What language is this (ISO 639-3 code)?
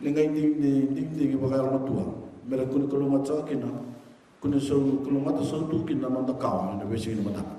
fij